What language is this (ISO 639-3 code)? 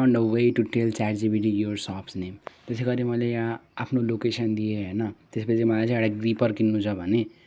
nep